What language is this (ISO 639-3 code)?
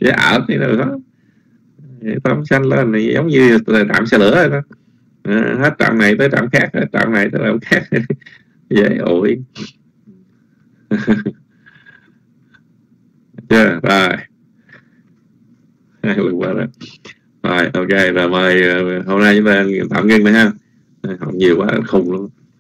vie